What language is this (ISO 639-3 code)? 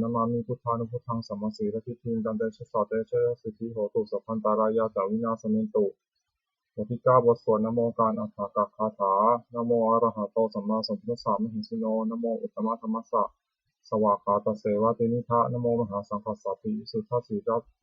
pli